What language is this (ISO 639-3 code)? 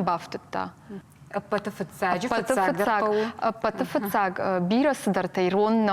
oss